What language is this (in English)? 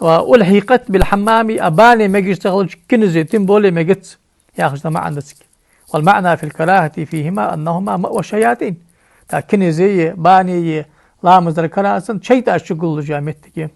Ingush